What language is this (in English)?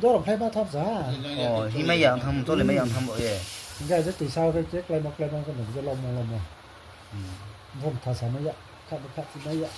Riang (India)